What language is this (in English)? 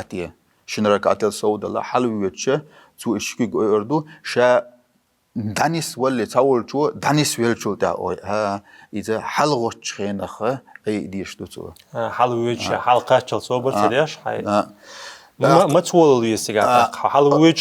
Chechen